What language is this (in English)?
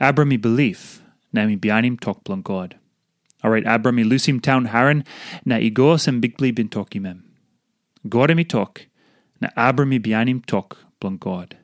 Tok Pisin